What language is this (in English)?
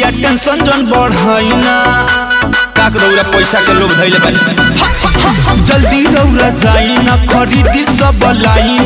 Bhojpuri